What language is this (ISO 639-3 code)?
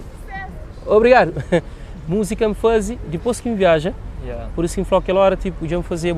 kea